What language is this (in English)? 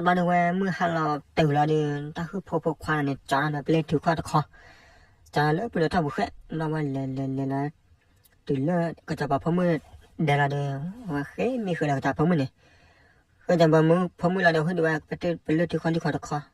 S'gaw Karen